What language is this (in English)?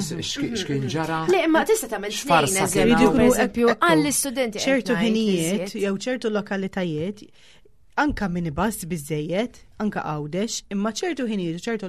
Maltese